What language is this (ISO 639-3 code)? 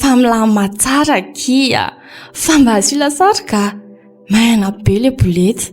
mlg